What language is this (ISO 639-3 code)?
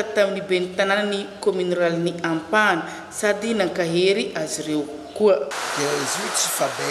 mlg